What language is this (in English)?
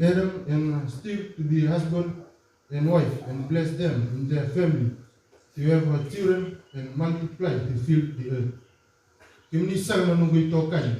Fijian